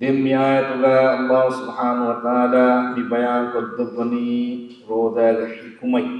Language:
Divehi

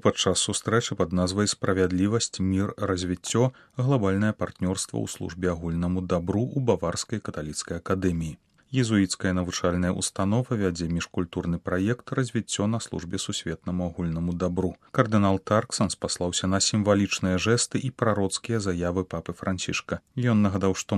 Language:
Belarusian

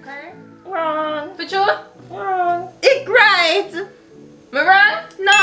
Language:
Jamaican Creole English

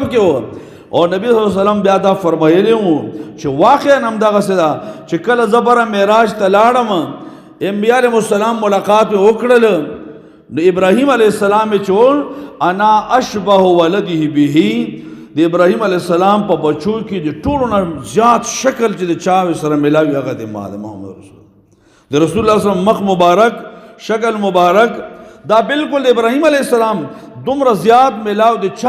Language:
Pashto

